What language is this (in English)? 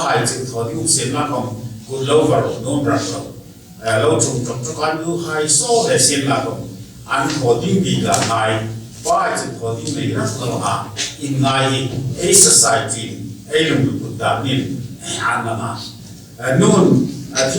Hmar